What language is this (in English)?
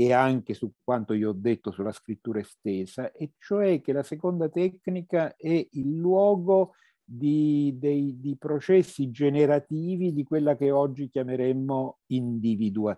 Italian